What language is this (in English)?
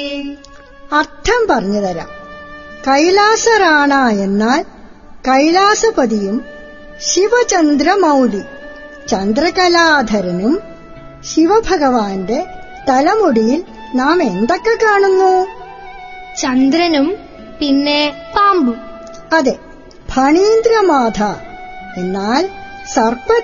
Malayalam